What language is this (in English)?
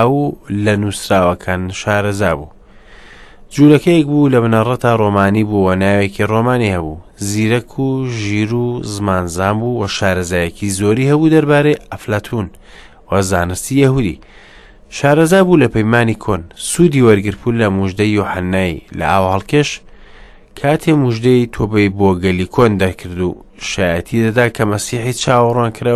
Central Kurdish